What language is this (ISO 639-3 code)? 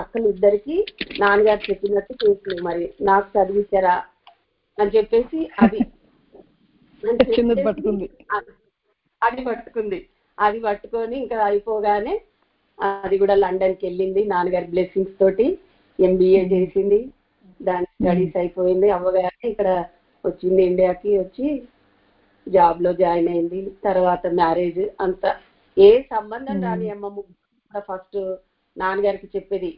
tel